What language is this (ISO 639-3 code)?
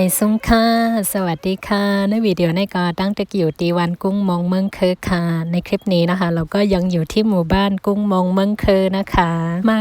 shn